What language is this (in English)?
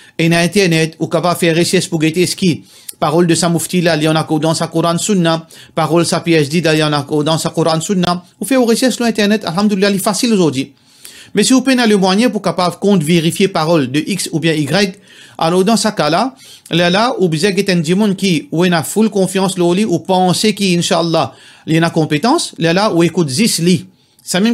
Morisyen